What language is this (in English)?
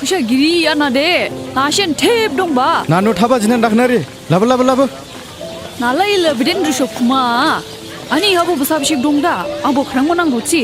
Dimasa